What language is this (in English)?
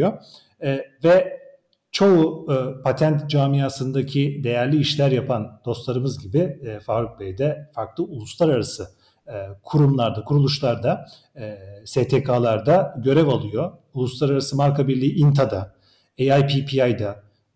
Turkish